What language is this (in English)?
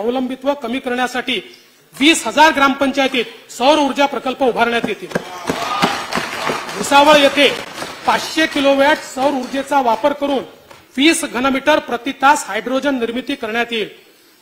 Marathi